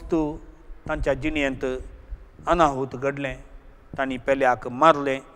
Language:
Konkani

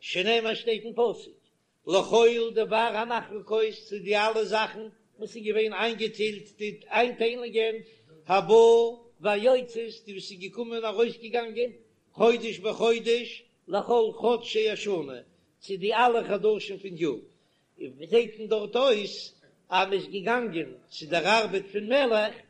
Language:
Yiddish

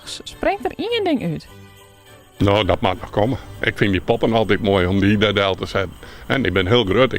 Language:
Western Frisian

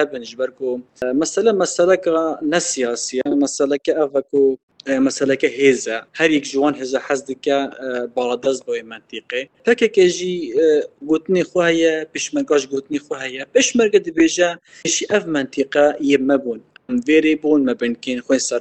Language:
Kurdish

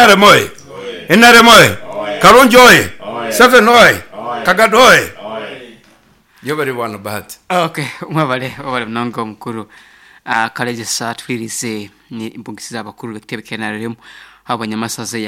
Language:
Nyoro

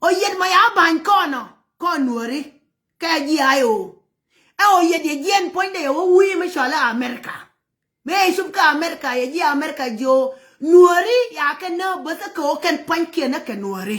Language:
Nuer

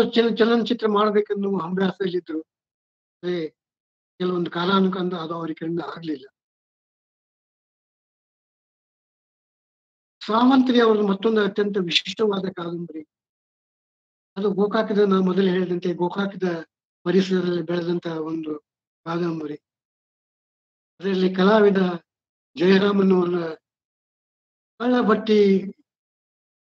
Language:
Kannada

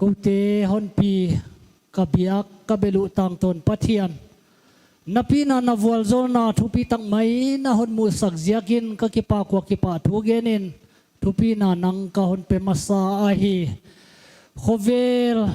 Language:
Paite Chin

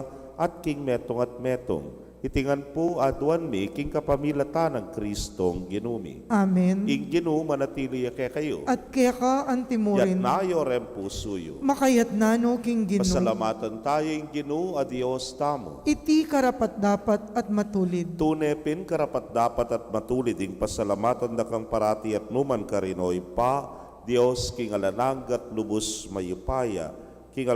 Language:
Pampanga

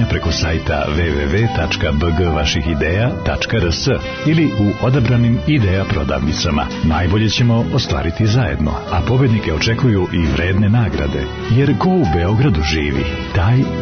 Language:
Serbian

